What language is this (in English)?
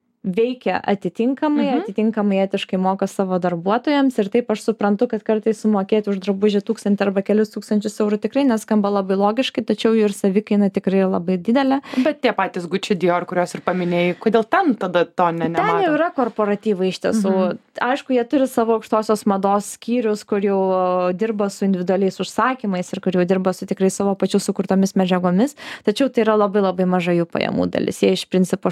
Lithuanian